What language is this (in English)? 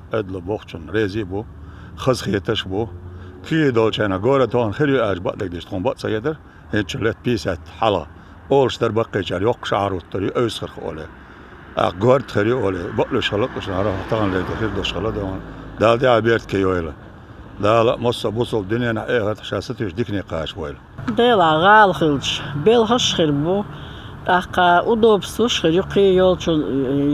Chechen